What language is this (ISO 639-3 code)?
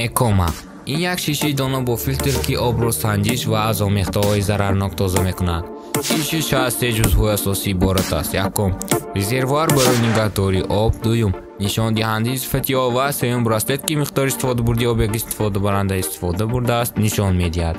tgk